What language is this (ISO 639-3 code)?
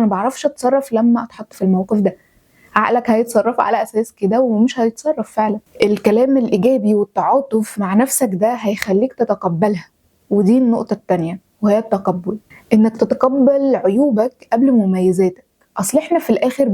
arz